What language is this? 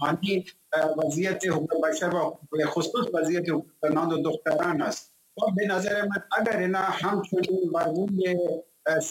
Persian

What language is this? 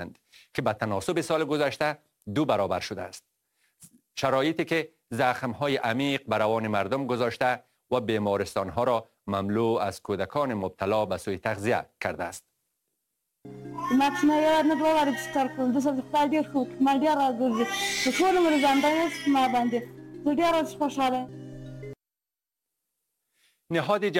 Persian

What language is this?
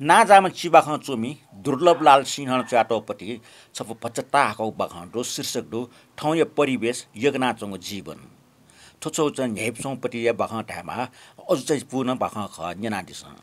Newari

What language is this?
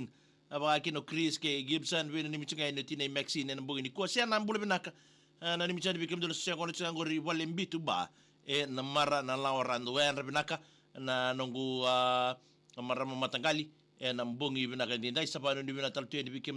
Fijian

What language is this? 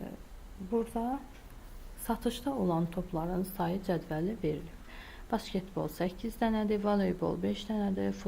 Azerbaijani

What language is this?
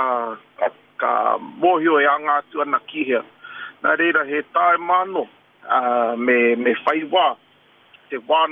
Māori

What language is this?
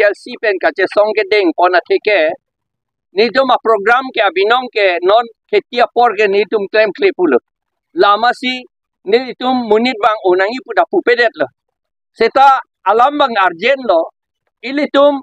Karbi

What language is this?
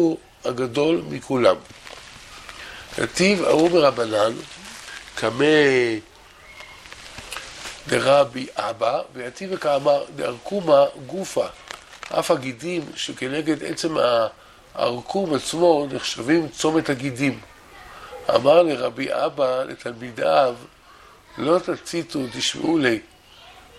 Hebrew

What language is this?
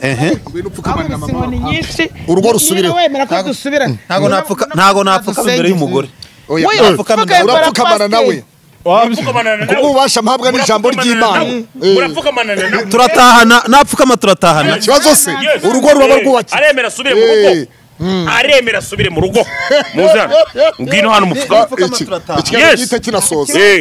Kinyarwanda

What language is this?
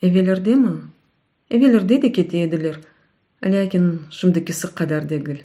Crimean Tatar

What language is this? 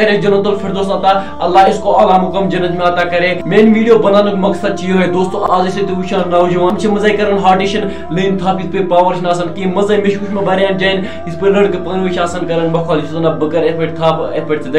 Kashmiri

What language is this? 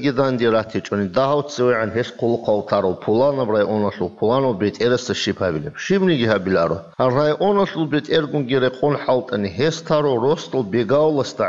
Avaric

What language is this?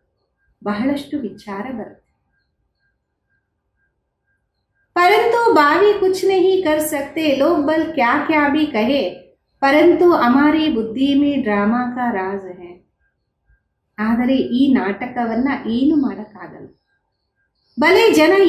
Kannada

